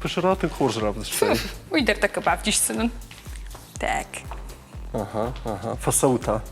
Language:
Ossetic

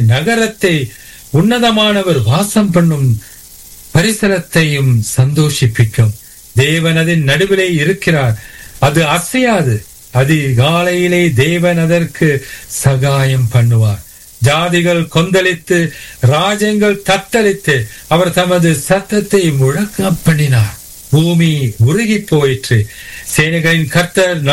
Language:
Tamil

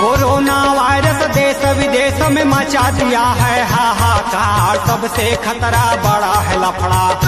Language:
Chhattisgarhi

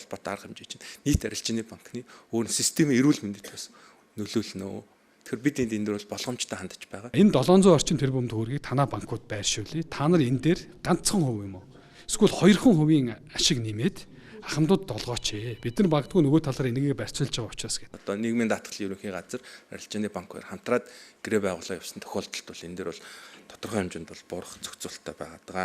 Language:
Mongolian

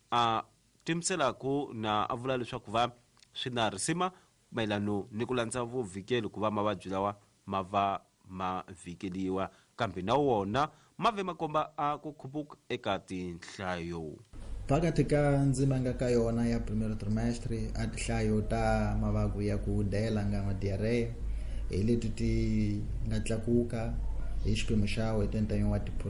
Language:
Tsonga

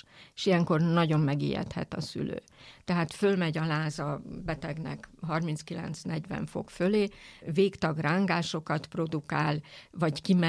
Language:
Hungarian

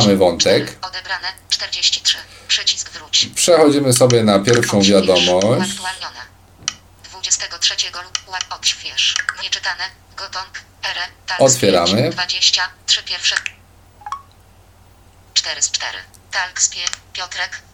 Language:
Polish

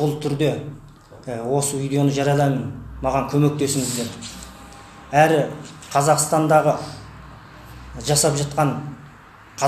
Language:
Kazakh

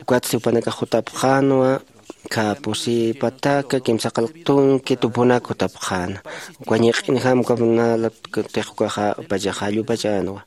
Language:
Aymara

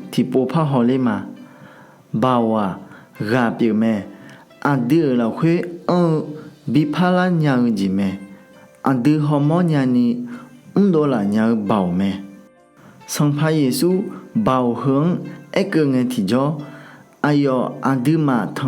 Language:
Akha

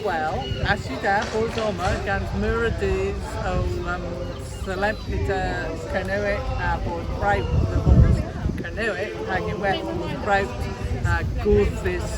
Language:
Cornish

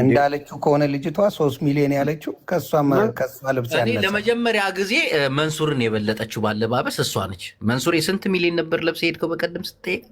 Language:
Amharic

